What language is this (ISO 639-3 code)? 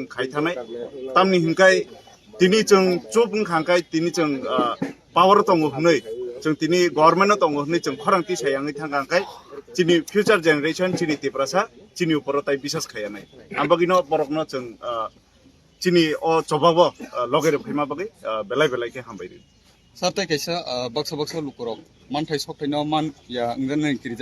trp